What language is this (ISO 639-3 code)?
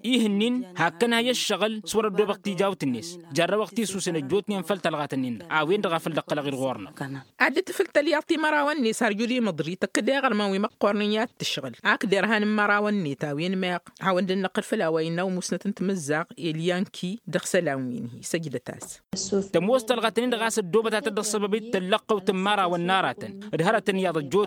taq